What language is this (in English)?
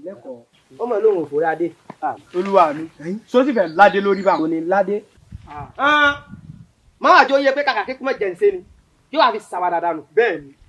Yoruba